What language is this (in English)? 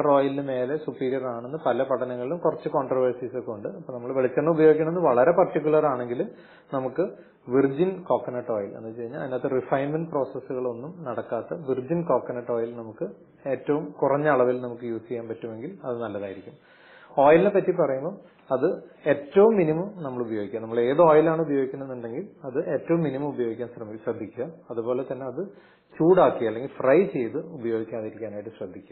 Malayalam